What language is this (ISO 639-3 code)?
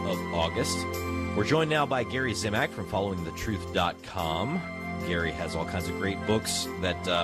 eng